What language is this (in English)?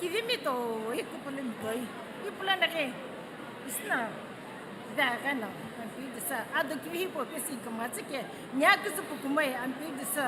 Sumi Naga